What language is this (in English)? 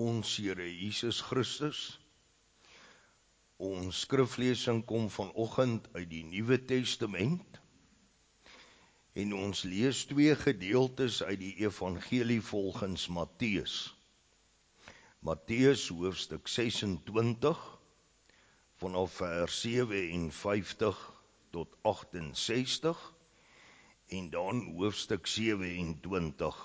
Afrikaans